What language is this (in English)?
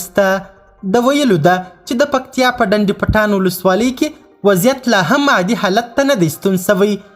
Pashto